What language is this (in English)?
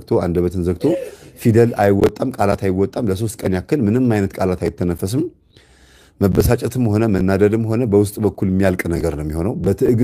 Amharic